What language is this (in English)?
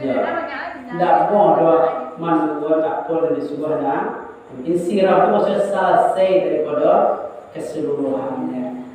Minangkabau